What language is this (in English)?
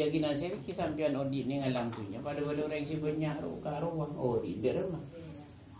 Madurese